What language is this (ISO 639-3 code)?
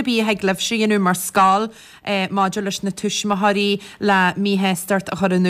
gle